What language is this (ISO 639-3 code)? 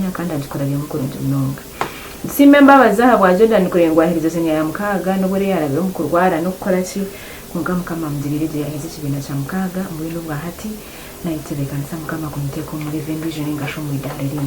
nyn